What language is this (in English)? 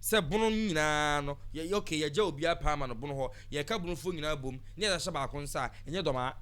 Akan